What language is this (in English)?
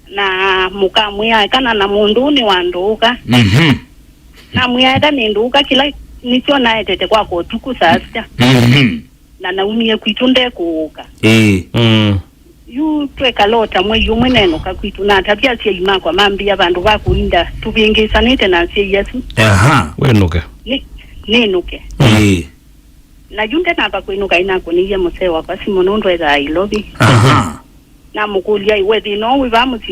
Kamba